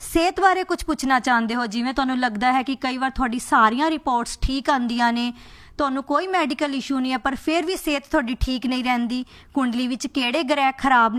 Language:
Punjabi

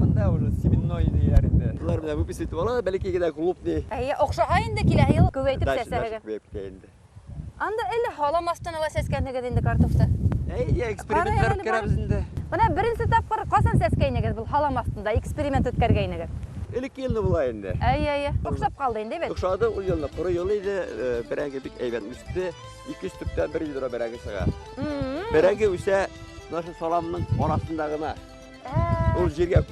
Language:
Bashkir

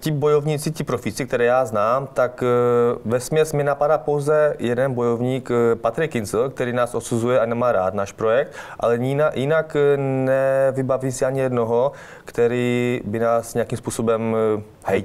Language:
Czech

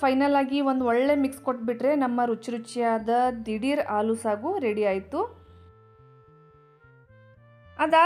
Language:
Kannada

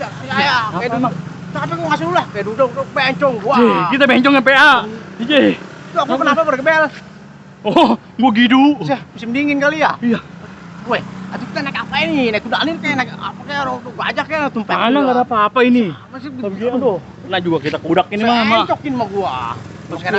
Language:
Betawi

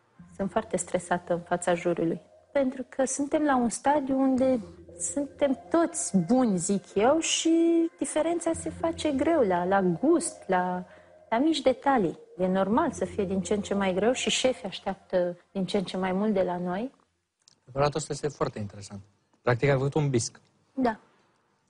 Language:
Romanian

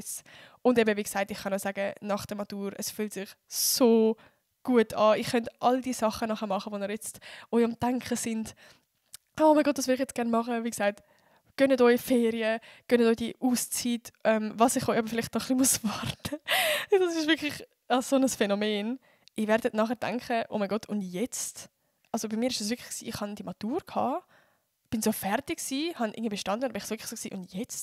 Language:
Swiss German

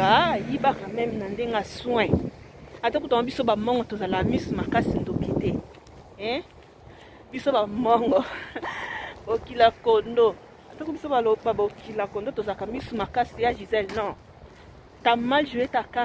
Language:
Lingala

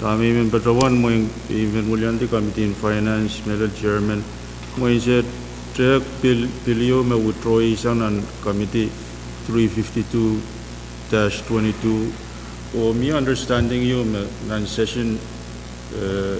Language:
Pohnpeian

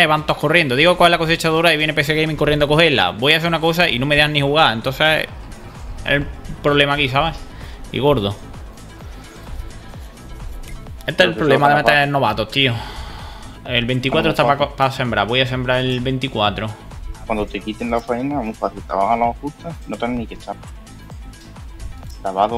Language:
Spanish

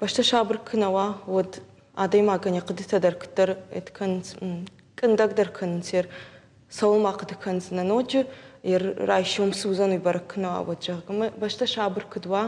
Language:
Ossetic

